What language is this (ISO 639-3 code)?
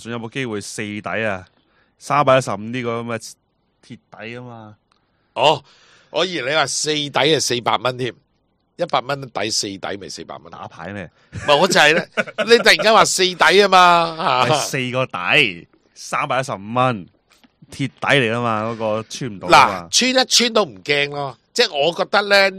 yue